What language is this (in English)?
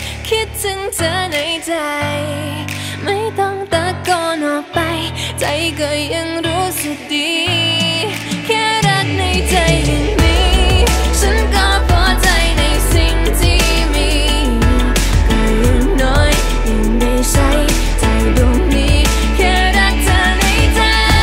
Thai